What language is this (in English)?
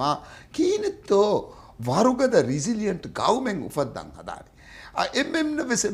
Divehi